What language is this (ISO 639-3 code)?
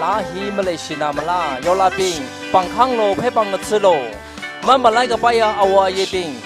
nmf